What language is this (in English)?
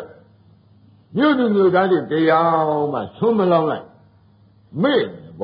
Burmese